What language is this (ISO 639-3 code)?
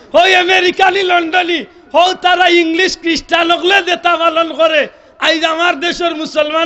syl